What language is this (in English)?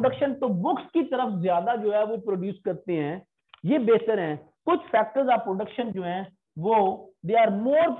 Hindi